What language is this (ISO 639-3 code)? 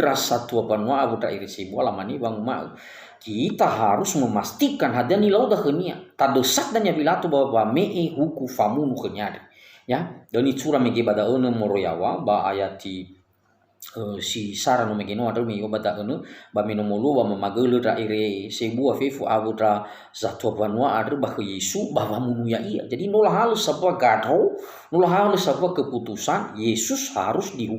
nia